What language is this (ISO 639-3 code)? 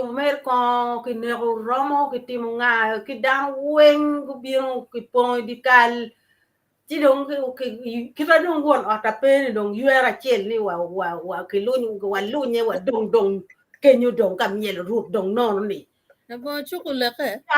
ach